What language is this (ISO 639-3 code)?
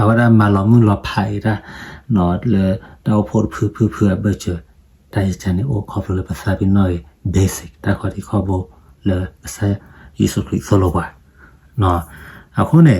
ksw